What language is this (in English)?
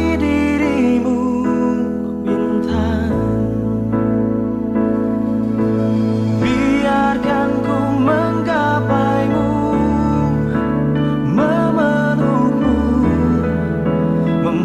Indonesian